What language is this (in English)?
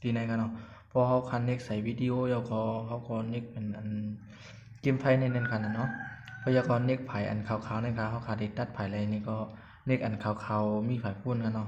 Shan